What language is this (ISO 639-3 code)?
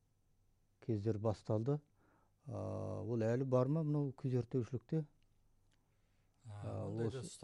kaz